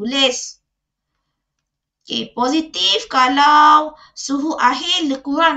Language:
Malay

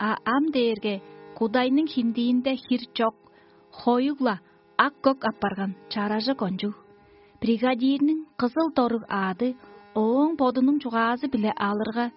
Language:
Tuvinian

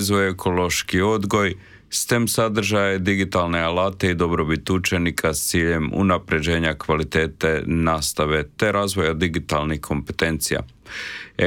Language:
Croatian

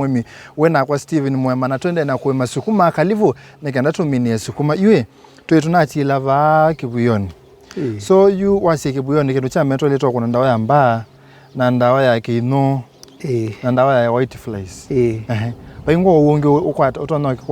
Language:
Kamba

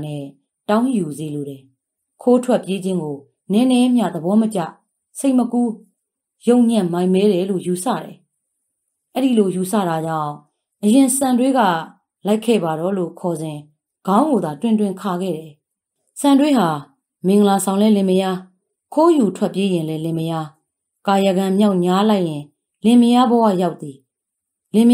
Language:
Burmese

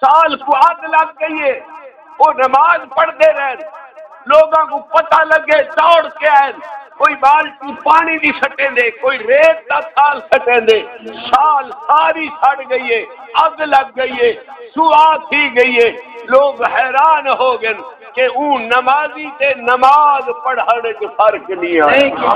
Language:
Saraiki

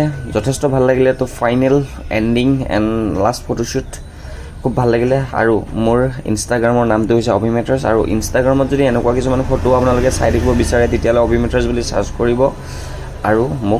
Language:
Assamese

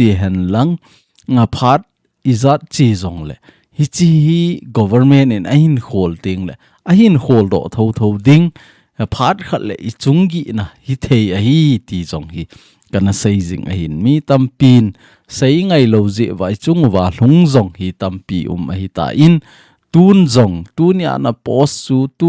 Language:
Thado Chin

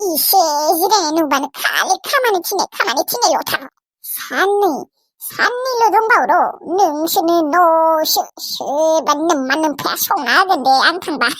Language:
Bodo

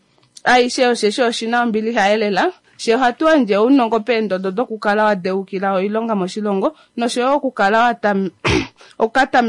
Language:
Kuanyama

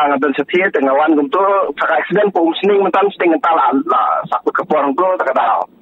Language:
Khasi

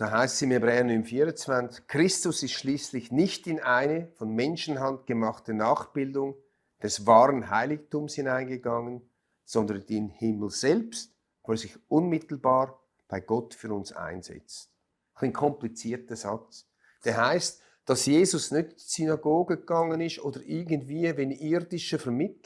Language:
Swiss German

